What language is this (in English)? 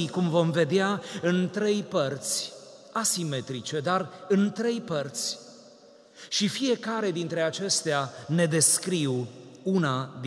Romanian